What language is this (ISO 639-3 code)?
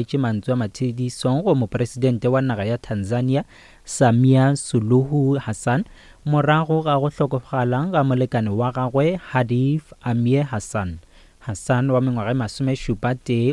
nso